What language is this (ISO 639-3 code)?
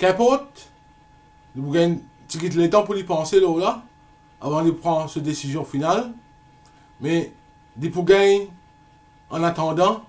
mfe